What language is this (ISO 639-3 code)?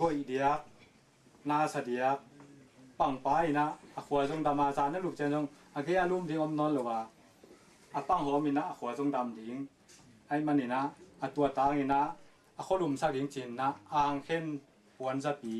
ctd